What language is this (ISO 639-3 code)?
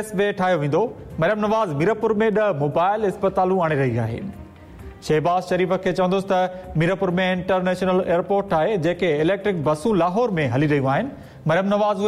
snd